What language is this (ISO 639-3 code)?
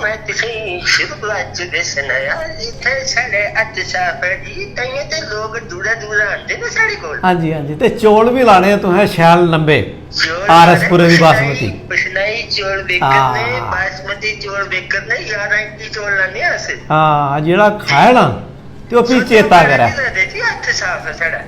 doi